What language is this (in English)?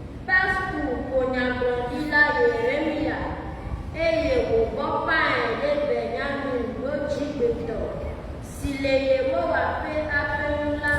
Ewe